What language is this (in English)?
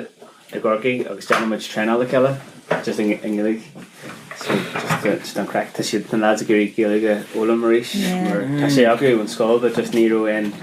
Irish